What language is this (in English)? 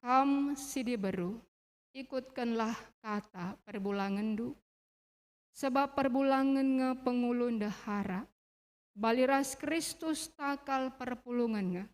Batak Karo